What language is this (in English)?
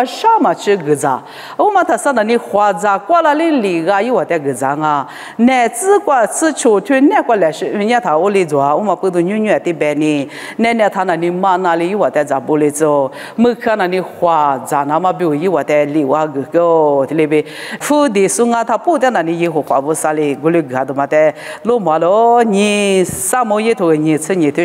Lisu